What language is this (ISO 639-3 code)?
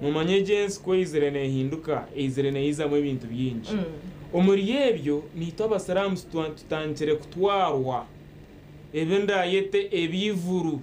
nyn